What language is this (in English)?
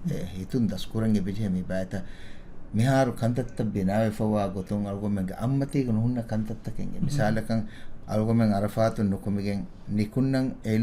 Divehi